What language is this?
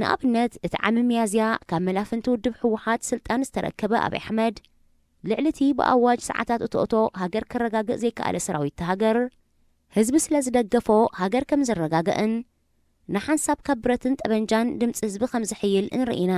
Tigrinya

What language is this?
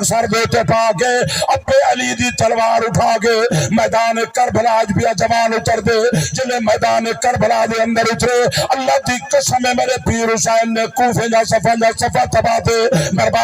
Saraiki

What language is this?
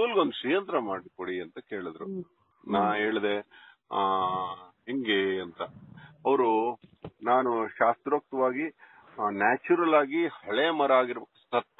Kannada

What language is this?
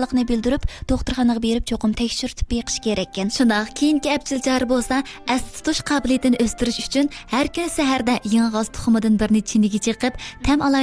Uyghur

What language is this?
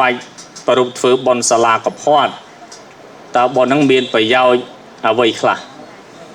Khmer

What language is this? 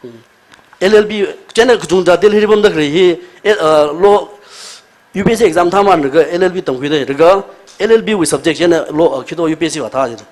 Tangkhul Naga (India)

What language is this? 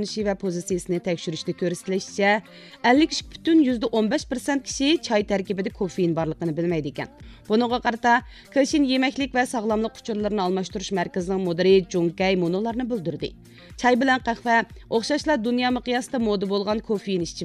Uyghur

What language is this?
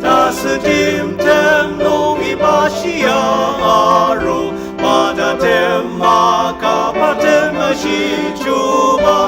Ao Naga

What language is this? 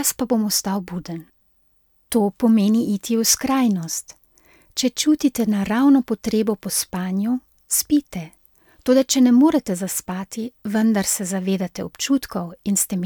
Slovenian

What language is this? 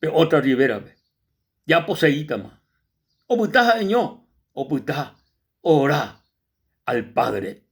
Guarani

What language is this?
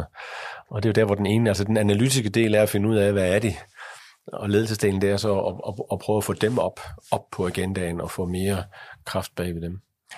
Danish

